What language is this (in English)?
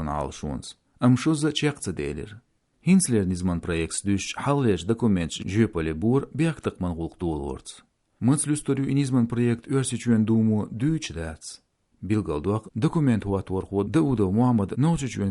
Chechen